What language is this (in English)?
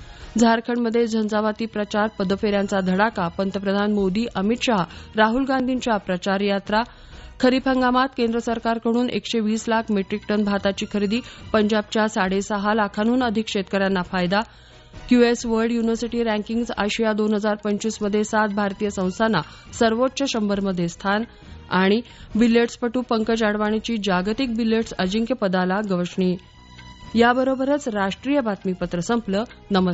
Marathi